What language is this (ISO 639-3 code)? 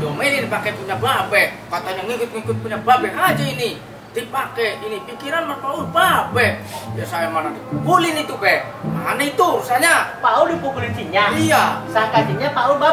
bew